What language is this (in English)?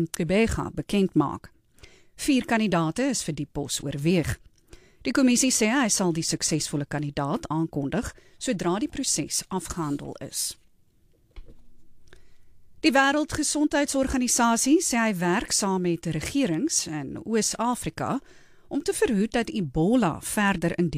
Afrikaans